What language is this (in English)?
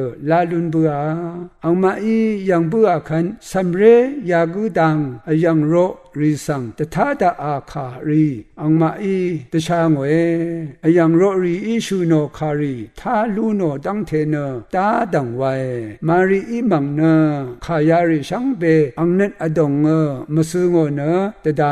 Rawang